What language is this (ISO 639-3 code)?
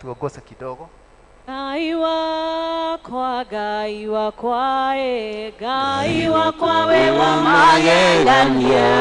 kik